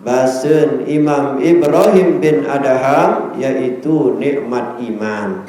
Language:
Sasak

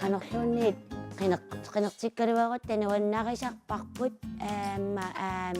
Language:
Kalaallisut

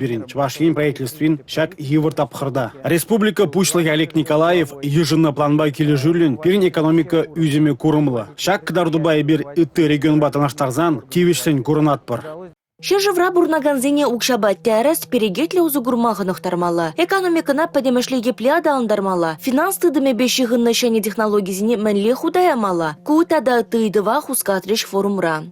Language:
Chuvash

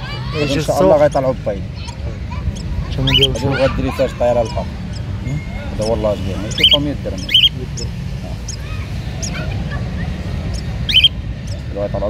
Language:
Moroccan Arabic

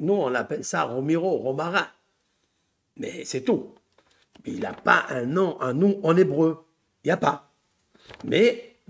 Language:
French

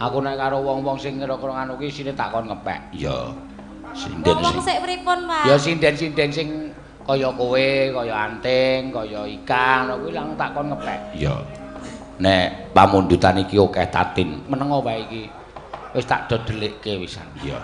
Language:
Javanese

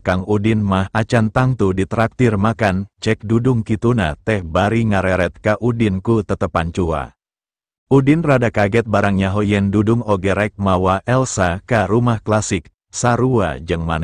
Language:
Sundanese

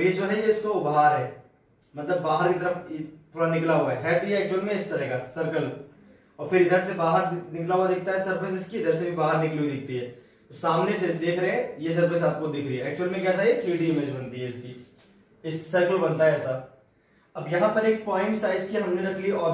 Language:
Hindi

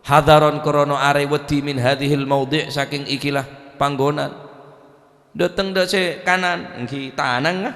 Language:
Madurese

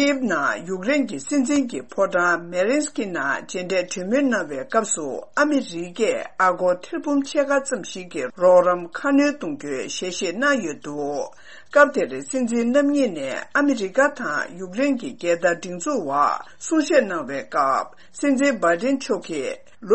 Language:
Tibetan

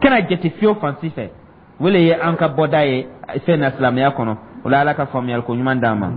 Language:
Dyula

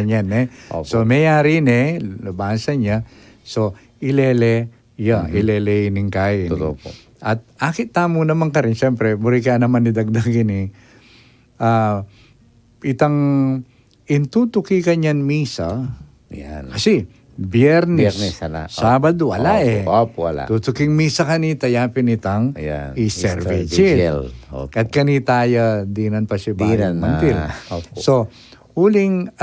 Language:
Pampanga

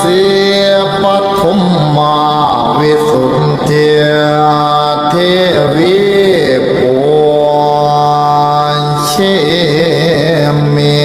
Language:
Pali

